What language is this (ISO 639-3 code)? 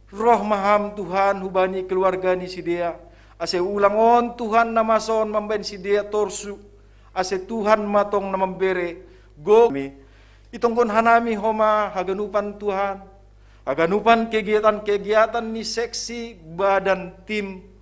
bts